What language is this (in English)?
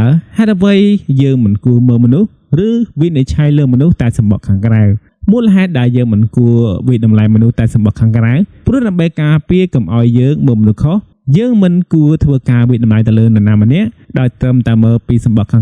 Khmer